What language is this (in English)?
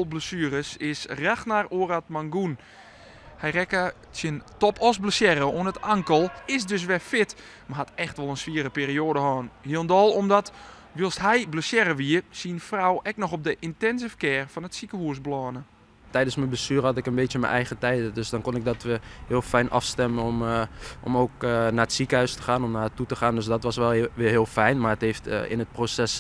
Western Frisian